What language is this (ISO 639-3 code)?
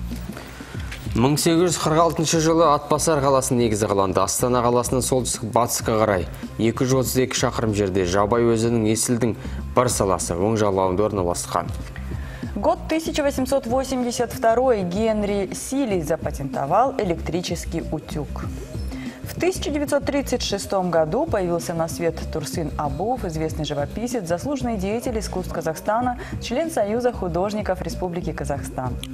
kaz